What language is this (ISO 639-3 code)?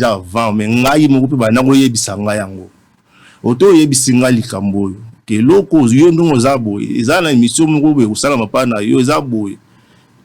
lin